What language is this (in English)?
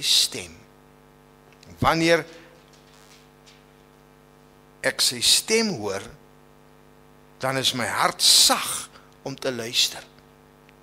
Afrikaans